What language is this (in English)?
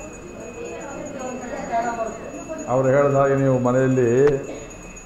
Kannada